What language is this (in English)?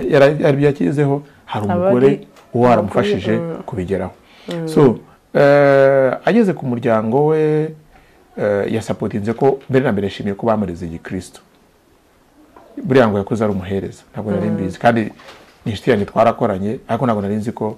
Kinyarwanda